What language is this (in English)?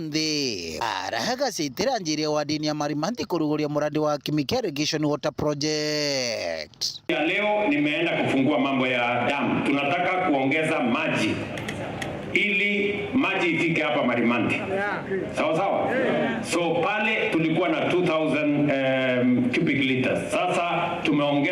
Meru